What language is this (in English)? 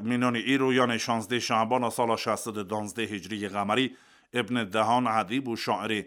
Kurdish